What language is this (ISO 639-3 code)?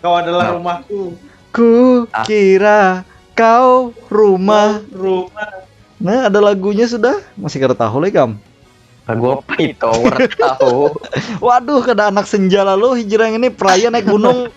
bjn